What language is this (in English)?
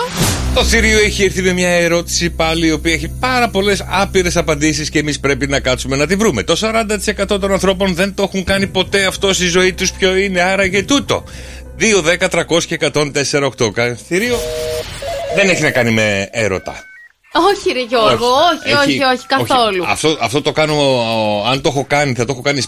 Greek